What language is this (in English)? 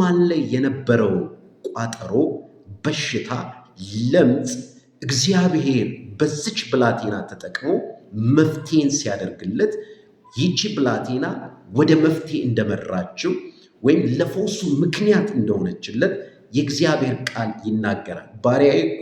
Amharic